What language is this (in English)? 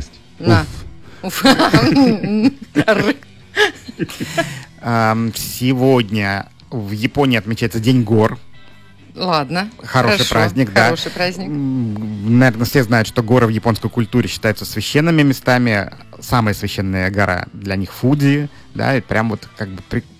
Russian